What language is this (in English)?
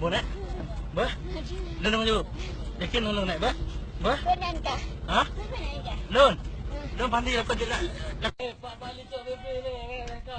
Achinese